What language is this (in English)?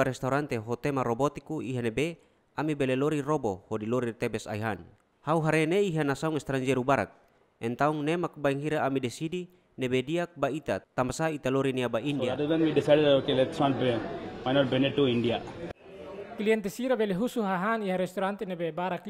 Tetum